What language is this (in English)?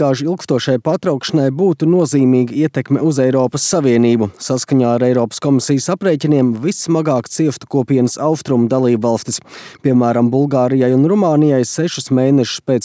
Latvian